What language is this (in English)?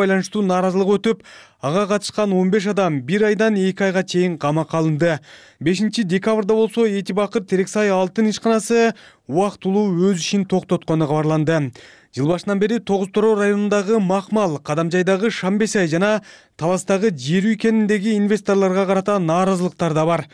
Kyrgyz